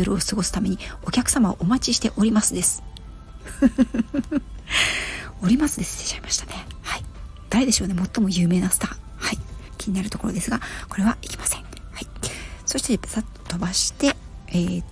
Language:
Japanese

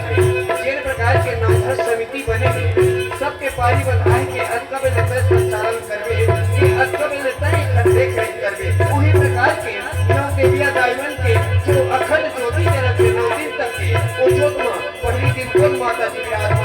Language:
Chhattisgarhi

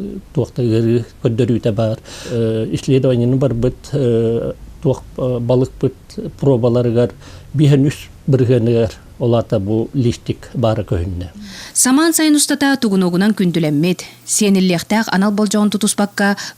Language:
Yakut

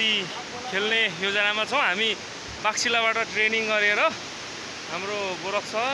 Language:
Nepali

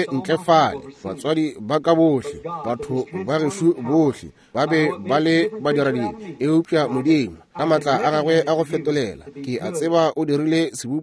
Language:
Northern Sotho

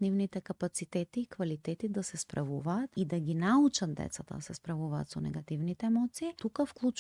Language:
Macedonian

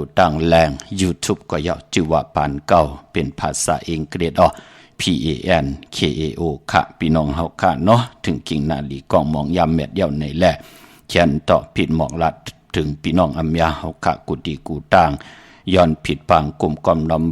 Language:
Shan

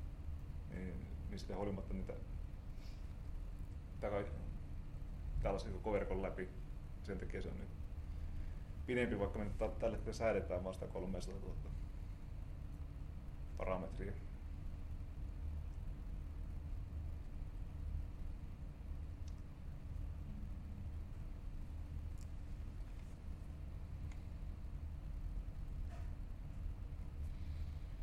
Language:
Finnish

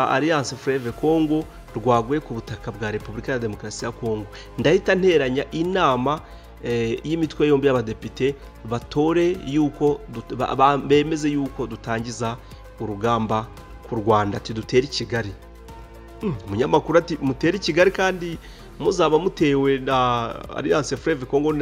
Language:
Kinyarwanda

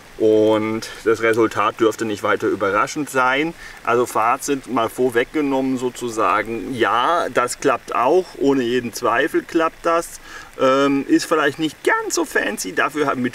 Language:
German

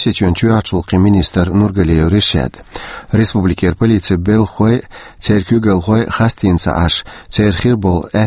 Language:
Chechen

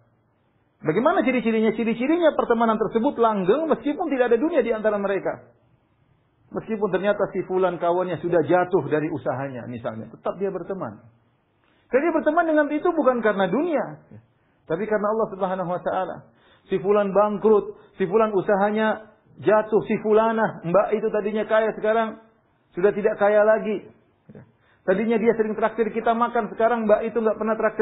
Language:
Indonesian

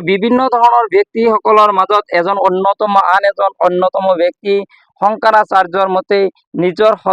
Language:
Assamese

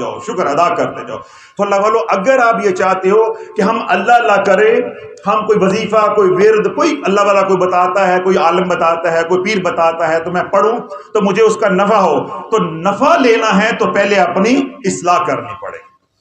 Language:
Urdu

